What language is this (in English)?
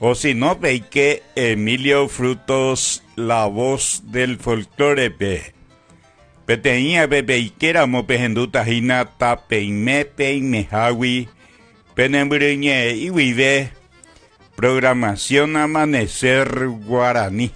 Guarani